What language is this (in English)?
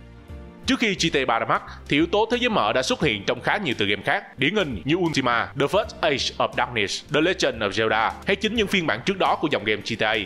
Vietnamese